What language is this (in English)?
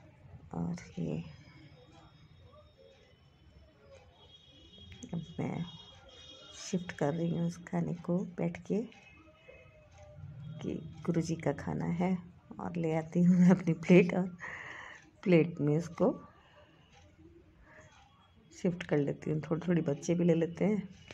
Hindi